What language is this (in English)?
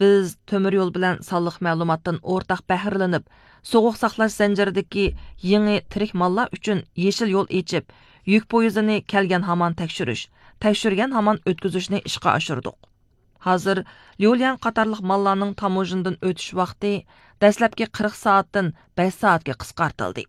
Uyghur